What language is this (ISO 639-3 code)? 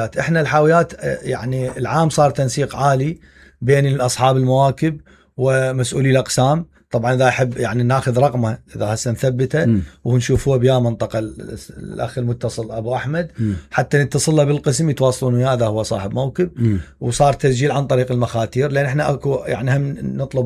acm